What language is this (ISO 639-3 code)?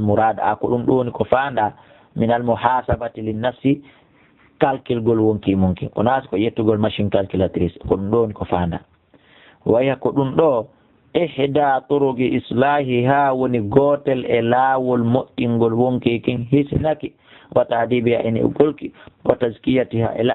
ful